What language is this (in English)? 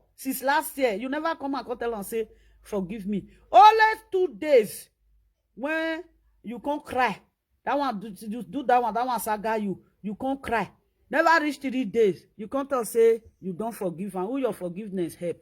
Nigerian Pidgin